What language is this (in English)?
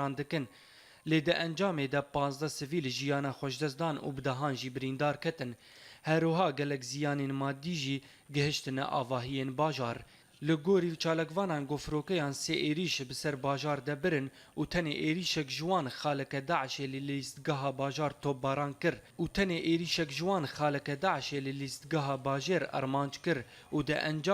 Kurdish